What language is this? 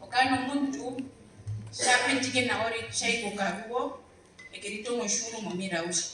Herero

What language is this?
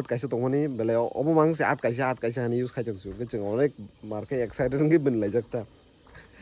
Kok Borok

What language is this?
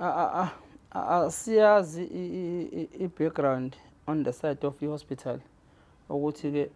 Zulu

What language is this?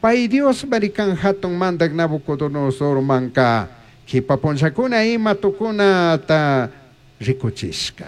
Chimborazo Highland Quichua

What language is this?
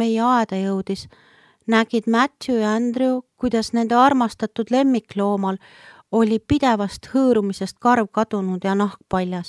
Estonian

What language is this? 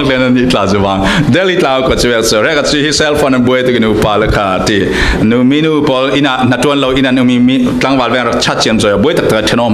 Falam Chin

